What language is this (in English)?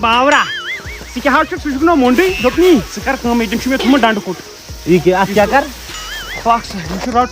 Kashmiri